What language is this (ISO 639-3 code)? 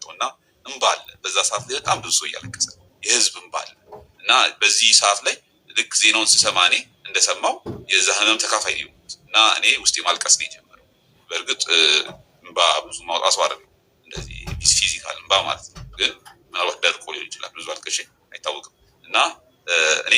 amh